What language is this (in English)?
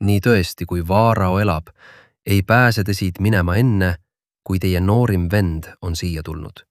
Estonian